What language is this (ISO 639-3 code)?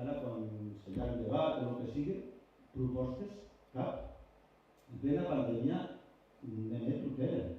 oci